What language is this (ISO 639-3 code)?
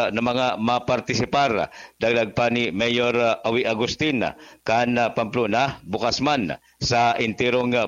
bik